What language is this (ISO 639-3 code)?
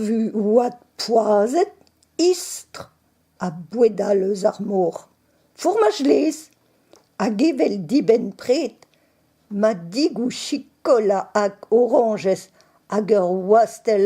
bre